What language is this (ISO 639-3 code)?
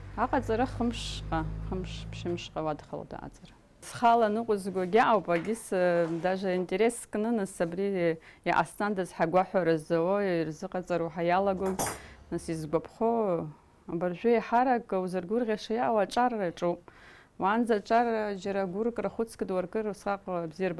abk